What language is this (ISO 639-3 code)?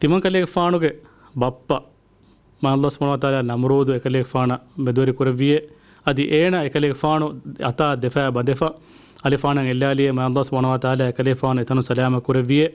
div